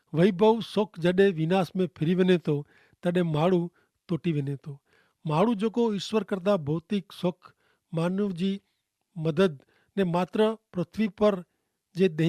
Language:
Kachhi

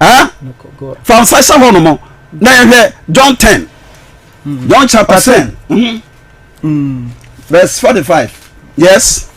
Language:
Akan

